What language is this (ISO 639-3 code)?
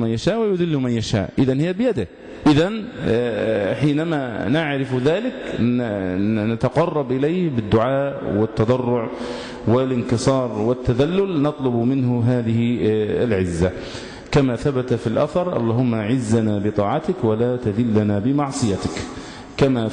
ara